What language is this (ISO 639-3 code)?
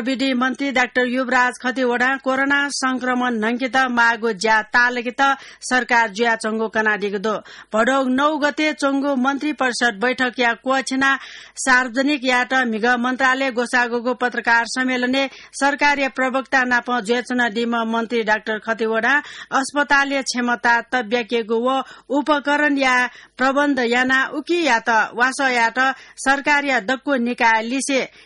new